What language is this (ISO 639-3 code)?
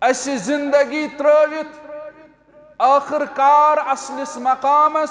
kas